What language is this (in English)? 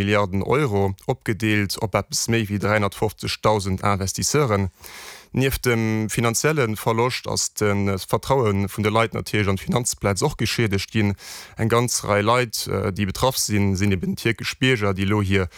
Luxembourgish